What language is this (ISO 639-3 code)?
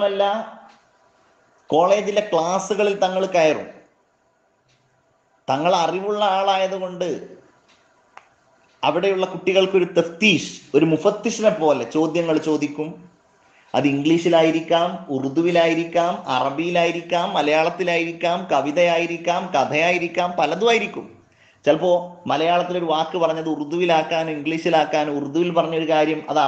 mal